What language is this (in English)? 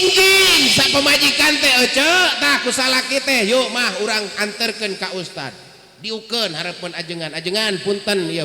Sundanese